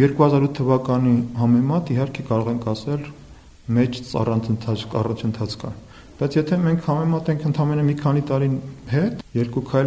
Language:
Armenian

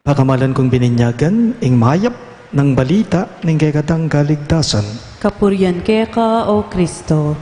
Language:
Pampanga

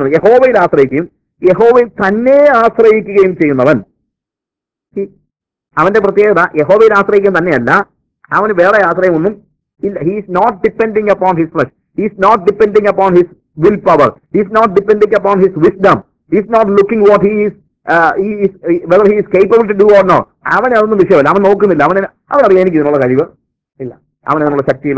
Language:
Malayalam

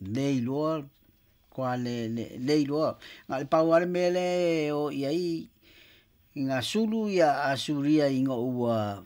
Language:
Samoan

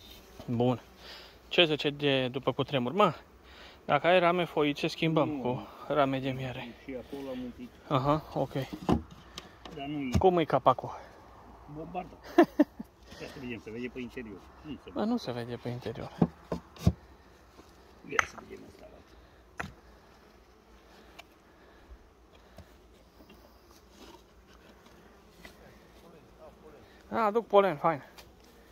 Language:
Romanian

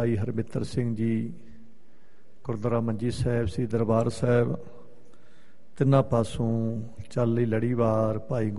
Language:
Punjabi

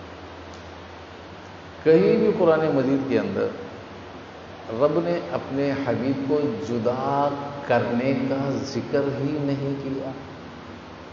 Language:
Urdu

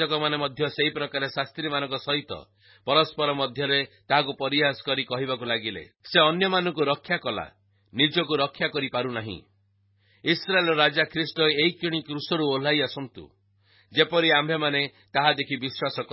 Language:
Odia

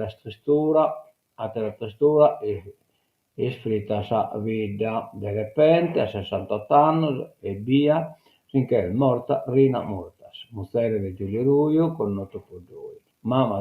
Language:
Sardinian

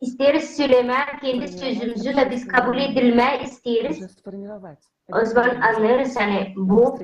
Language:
Gagauz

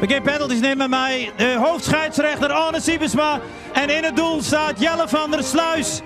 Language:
Western Frisian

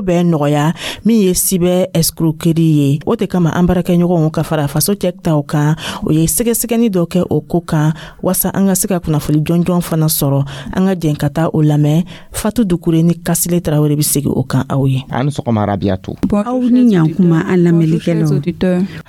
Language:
Dyula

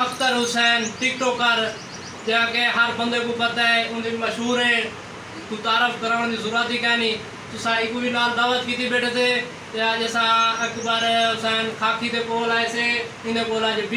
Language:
Saraiki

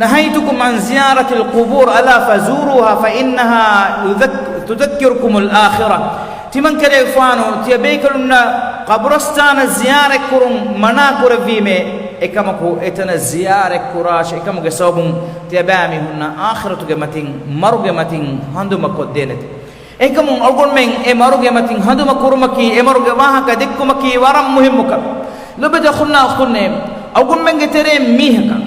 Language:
Divehi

